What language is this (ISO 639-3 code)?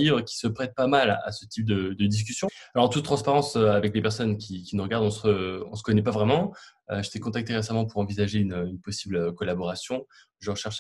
fra